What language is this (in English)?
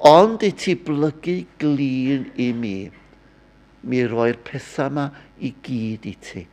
Welsh